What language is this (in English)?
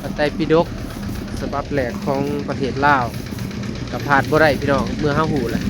Northeastern Thai